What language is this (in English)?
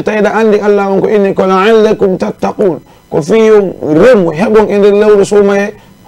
Fula